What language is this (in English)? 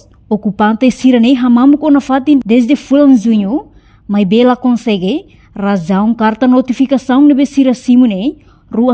Tetum